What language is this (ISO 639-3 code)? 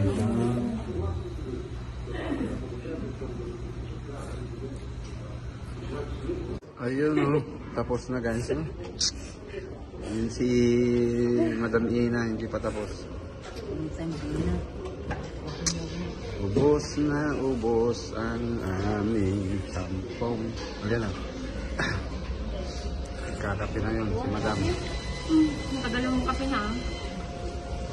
fil